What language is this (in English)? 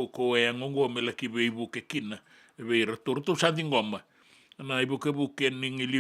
Fijian